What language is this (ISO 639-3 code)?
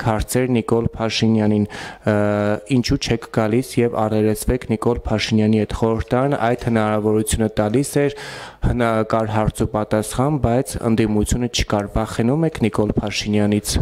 hye